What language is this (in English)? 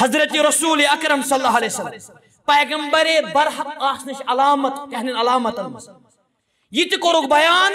Kashmiri